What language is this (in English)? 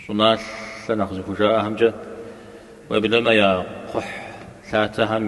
Kabardian